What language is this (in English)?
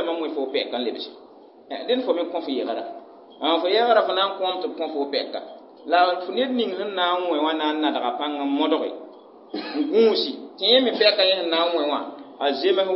Mossi